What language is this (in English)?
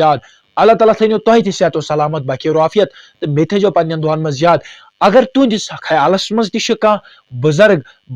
Kashmiri